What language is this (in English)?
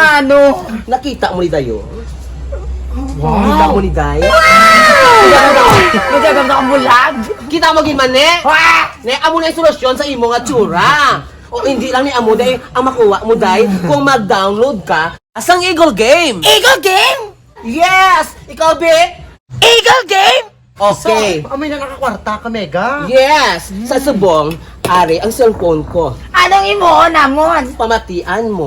Hiligaynon